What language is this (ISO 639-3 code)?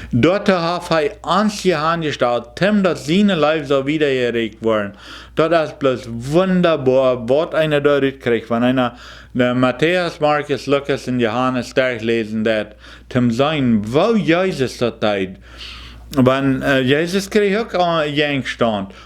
pdt